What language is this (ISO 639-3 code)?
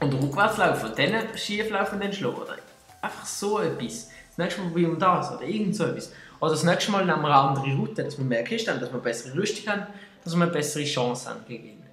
gsw